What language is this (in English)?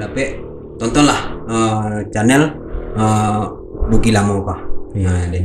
Minangkabau